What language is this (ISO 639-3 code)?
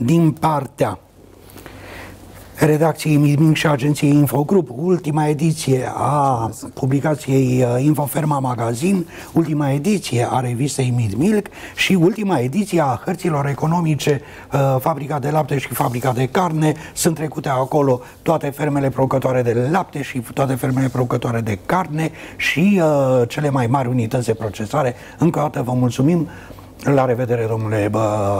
ron